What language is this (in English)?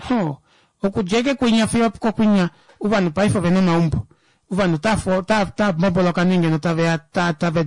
Kuanyama